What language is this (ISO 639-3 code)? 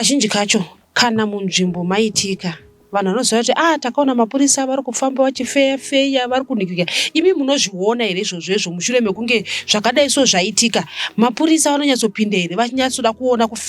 sna